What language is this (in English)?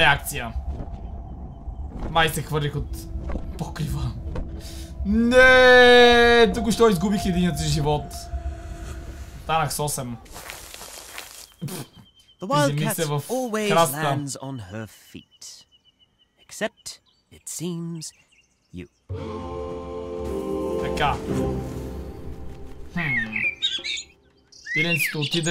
Bulgarian